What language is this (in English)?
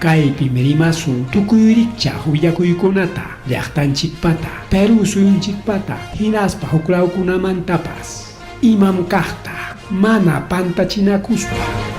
Ayacucho Quechua